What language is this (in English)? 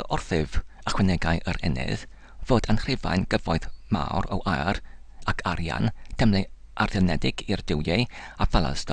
Welsh